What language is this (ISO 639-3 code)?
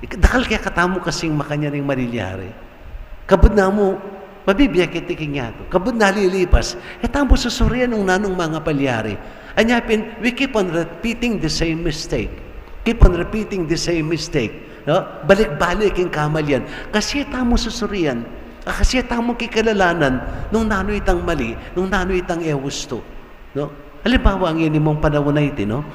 pam